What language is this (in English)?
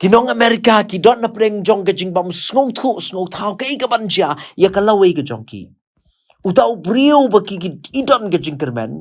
Khasi